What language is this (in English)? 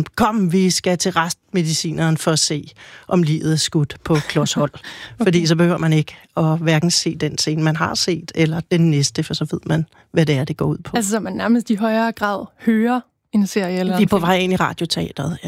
Danish